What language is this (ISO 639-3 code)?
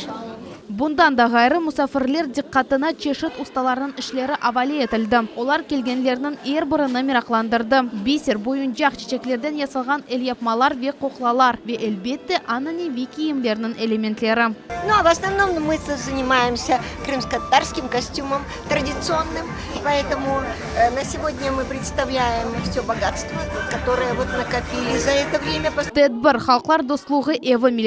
crh